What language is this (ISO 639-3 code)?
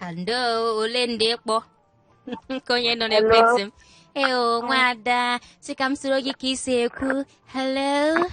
ibo